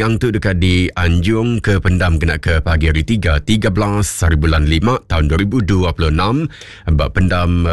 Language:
Iban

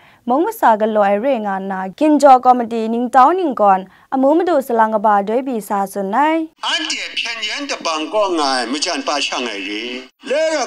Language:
Kachin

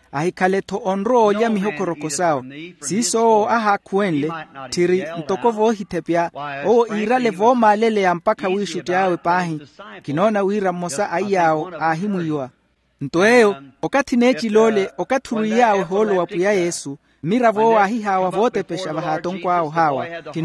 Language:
Makhuwa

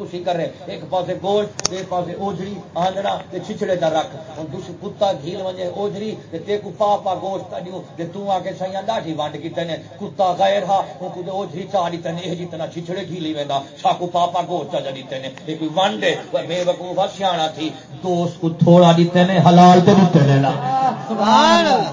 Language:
Saraiki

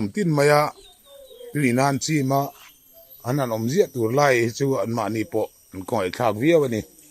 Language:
Mizo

